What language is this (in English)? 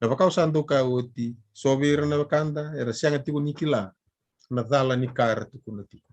Fijian